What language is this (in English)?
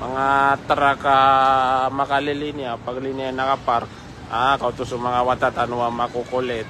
Maranao